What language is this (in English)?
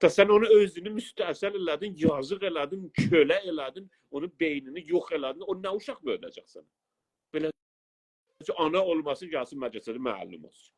South Azerbaijani